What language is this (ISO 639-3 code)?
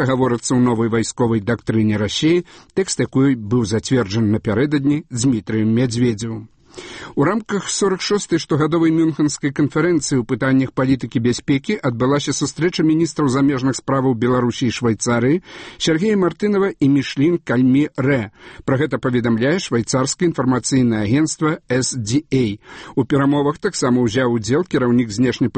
bel